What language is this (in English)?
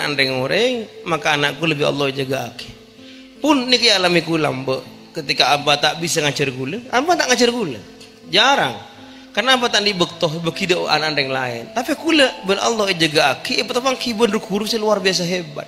Madurese